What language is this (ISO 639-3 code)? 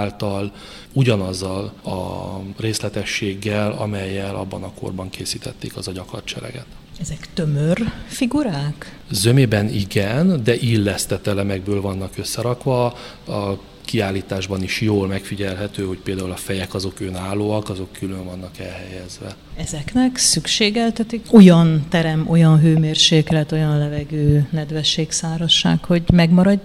hun